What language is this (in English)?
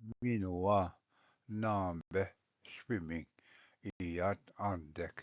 Ojibwa